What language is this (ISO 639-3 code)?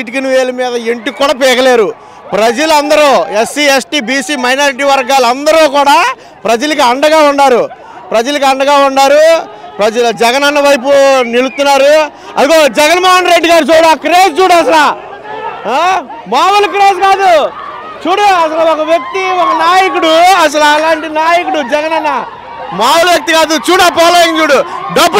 tel